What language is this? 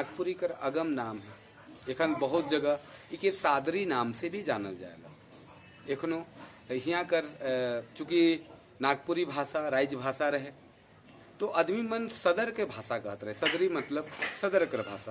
Sadri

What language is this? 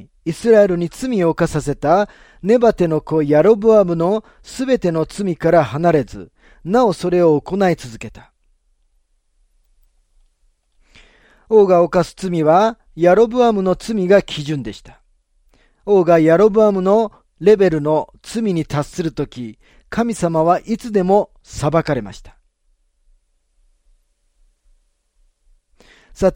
Japanese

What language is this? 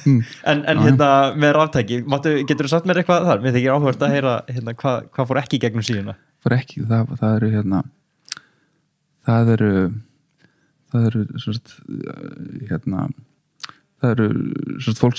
Icelandic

